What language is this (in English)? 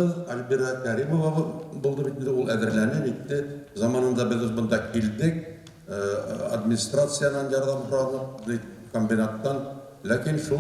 Bashkir